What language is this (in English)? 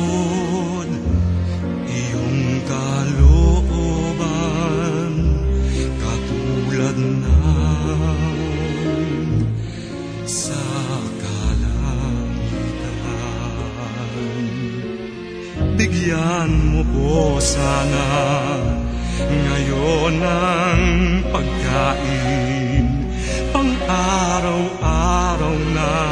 Filipino